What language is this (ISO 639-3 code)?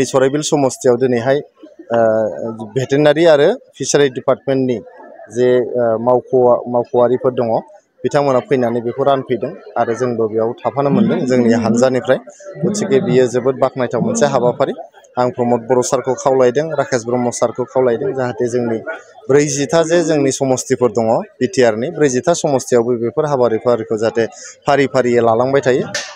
brx